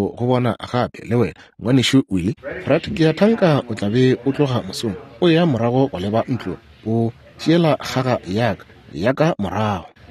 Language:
Northern Sotho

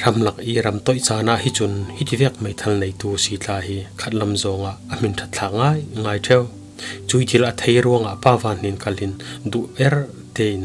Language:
Falam Chin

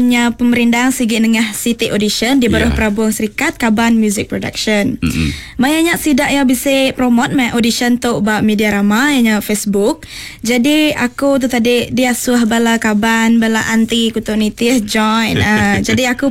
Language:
Iban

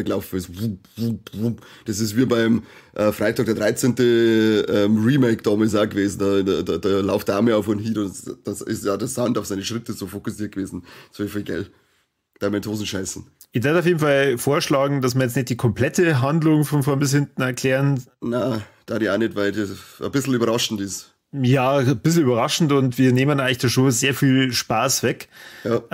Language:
Bavarian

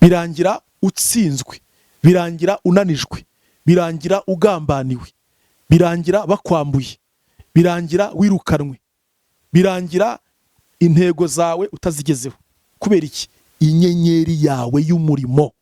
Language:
Kinyarwanda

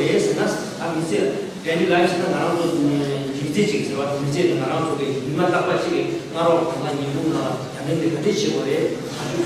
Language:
Tibetan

